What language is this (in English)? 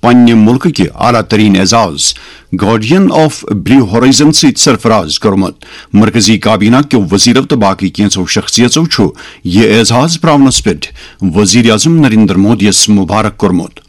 Kashmiri